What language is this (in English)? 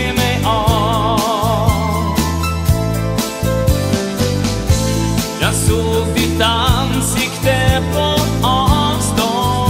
Swedish